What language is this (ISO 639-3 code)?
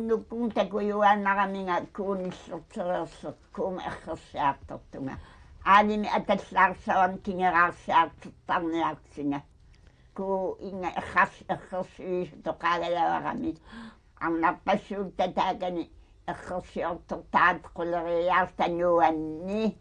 kal